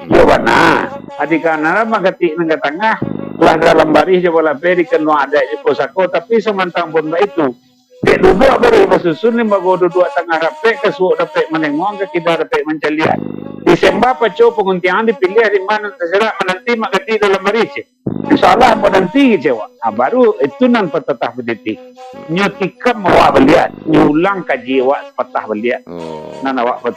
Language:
Minangkabau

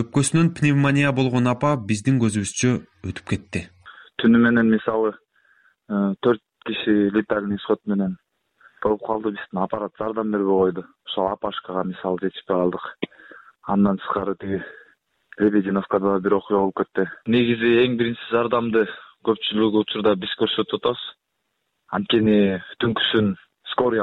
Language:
Kyrgyz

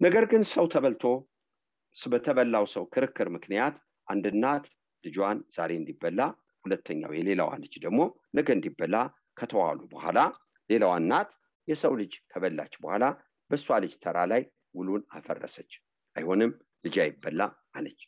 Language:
Amharic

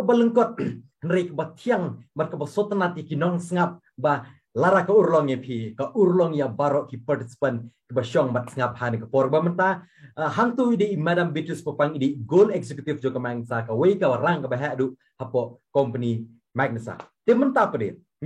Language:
Khasi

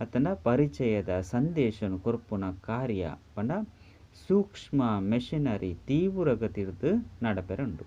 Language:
Tulu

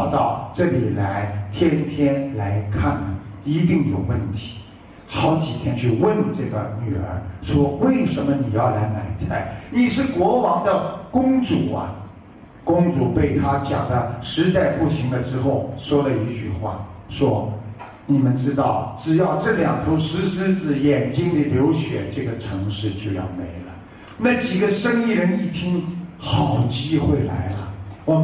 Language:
Chinese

